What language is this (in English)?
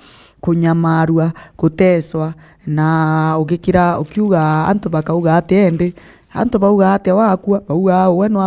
Meru